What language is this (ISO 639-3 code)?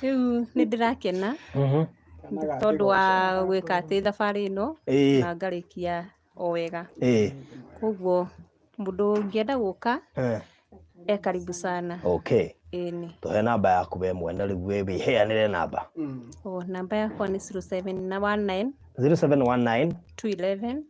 kik